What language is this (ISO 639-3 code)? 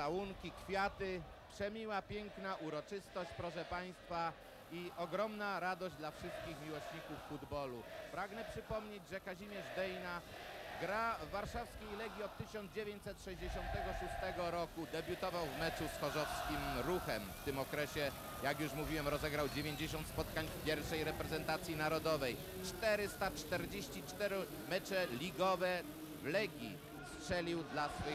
pol